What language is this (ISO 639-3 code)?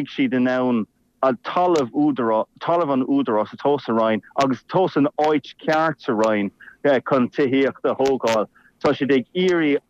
gle